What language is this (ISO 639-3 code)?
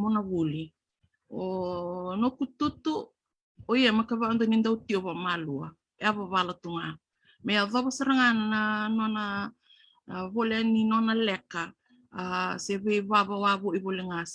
fij